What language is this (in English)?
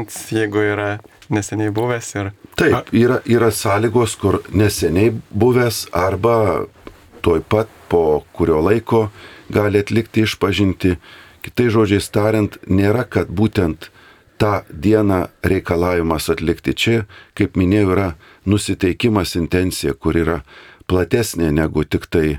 Lithuanian